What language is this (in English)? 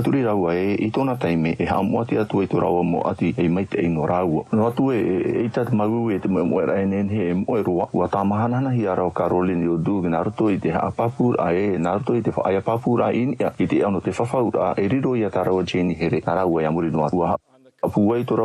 Tahitian